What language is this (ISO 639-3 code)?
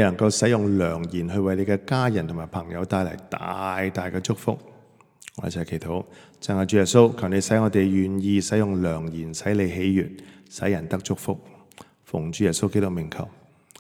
yue